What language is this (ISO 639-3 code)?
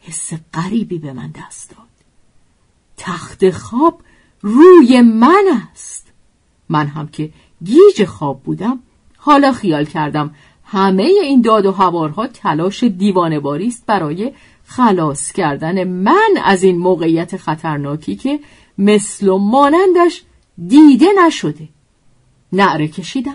fas